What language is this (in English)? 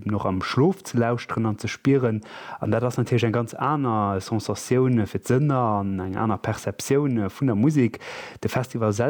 Luxembourgish